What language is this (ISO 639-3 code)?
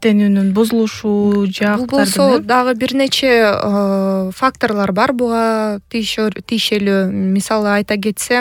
kir